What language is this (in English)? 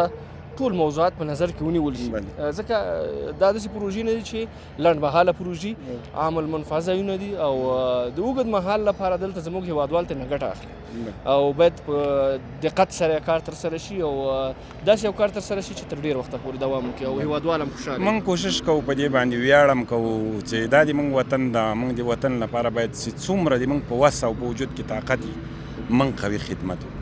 Pashto